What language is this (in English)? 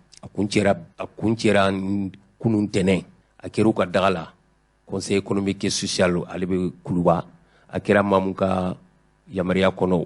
Bambara